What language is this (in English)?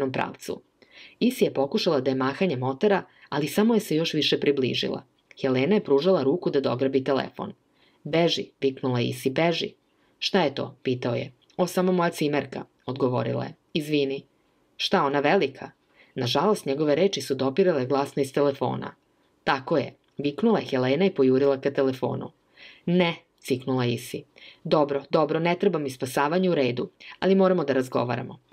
Serbian